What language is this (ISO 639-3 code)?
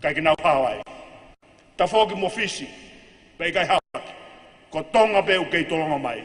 ton